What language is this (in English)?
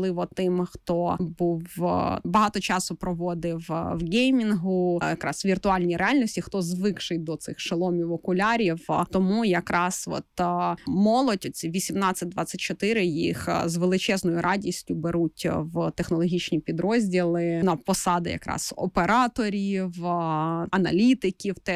Ukrainian